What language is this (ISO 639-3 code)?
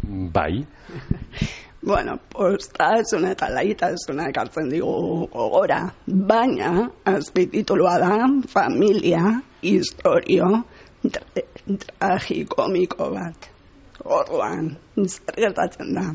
eus